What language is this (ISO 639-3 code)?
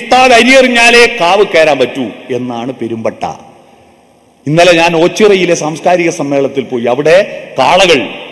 mal